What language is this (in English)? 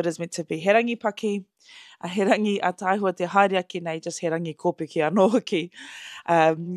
Māori